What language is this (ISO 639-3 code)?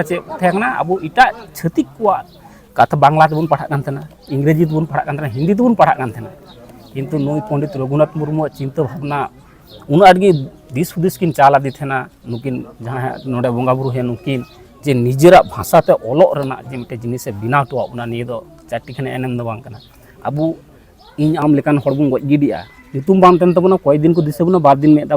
sat